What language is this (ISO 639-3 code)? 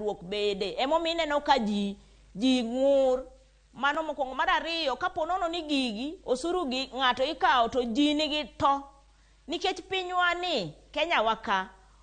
luo